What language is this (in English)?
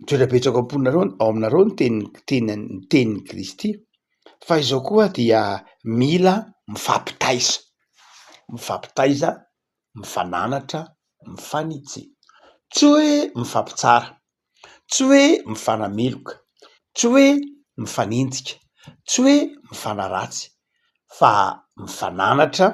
Malagasy